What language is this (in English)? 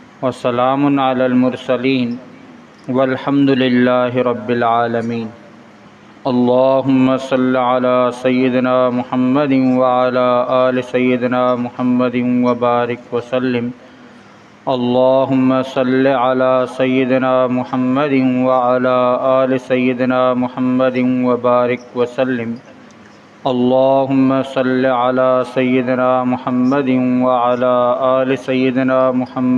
Sindhi